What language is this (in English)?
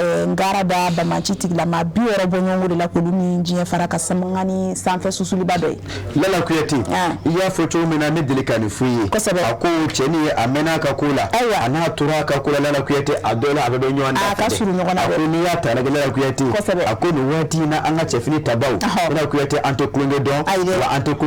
Bambara